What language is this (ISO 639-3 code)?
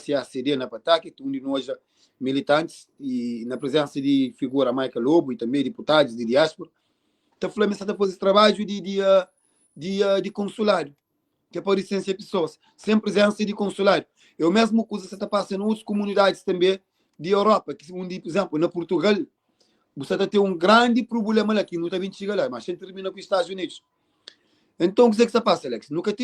kea